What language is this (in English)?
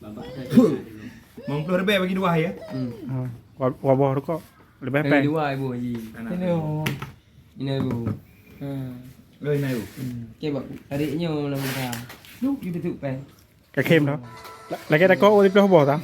Achinese